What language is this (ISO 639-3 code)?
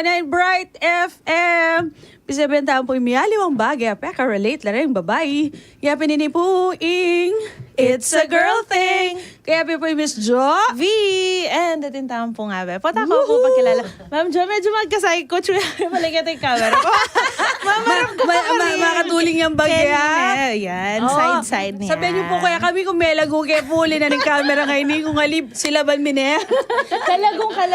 pam